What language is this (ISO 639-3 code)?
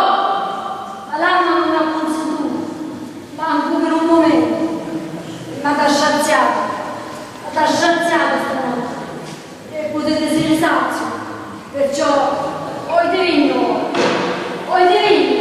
scn